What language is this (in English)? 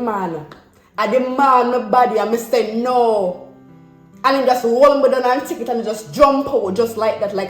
Jamaican Creole English